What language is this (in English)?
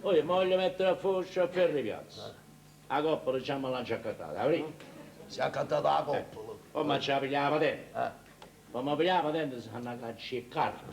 Neapolitan